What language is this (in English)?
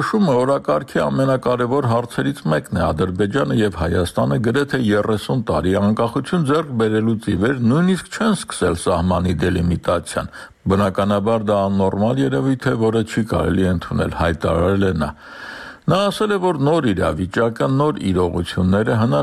Armenian